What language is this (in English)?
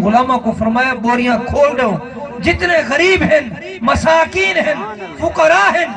Saraiki